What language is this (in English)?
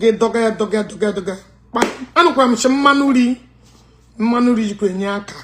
Igbo